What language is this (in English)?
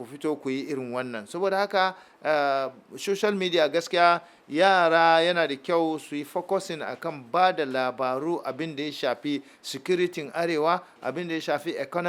Hausa